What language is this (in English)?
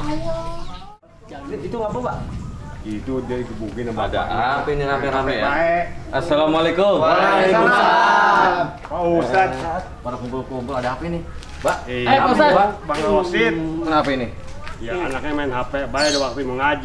Betawi